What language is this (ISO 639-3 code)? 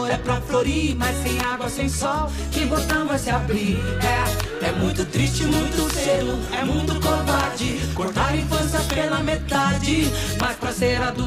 por